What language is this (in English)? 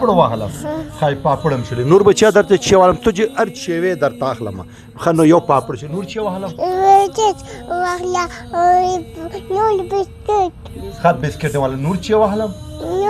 Pashto